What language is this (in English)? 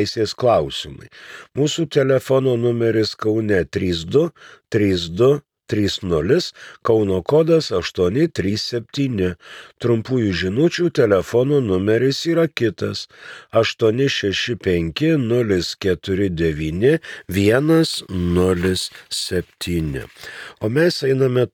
Lithuanian